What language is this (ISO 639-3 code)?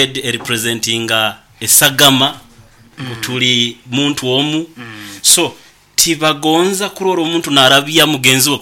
nyn